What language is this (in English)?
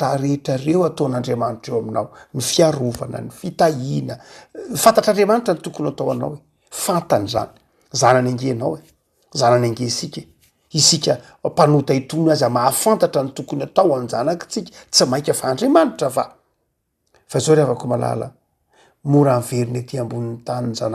Malagasy